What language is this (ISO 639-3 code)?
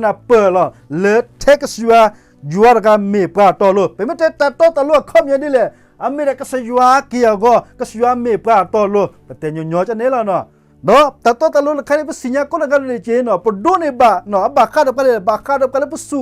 ksw